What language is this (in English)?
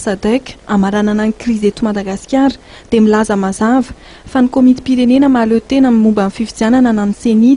Malagasy